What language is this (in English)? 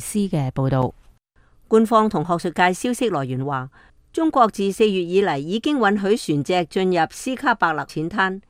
Cantonese